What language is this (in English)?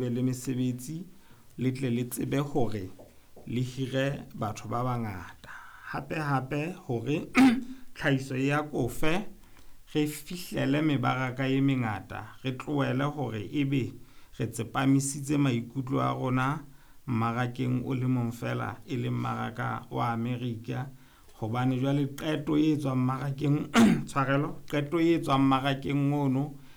Southern Sotho